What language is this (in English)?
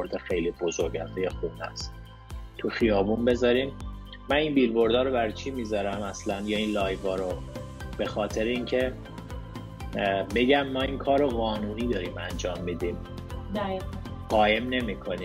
Persian